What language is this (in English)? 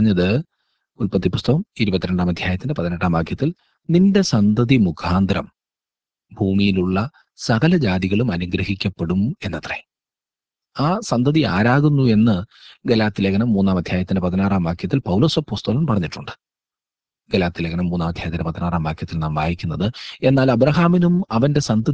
Malayalam